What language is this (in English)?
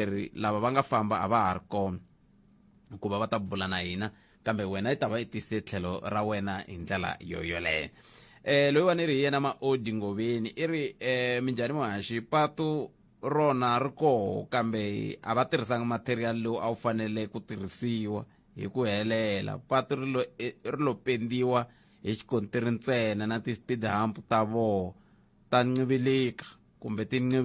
Tsonga